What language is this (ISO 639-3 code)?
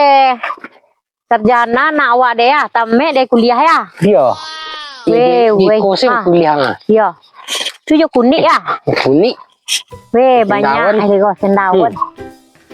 min